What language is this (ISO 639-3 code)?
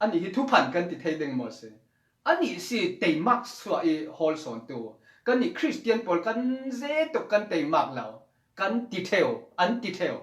cfm